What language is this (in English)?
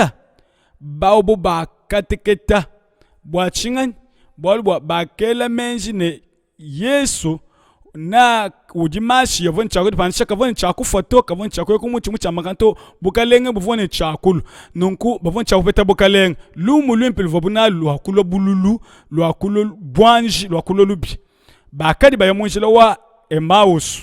Luba-Lulua